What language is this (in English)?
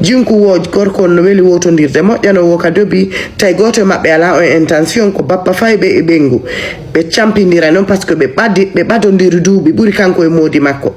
Fula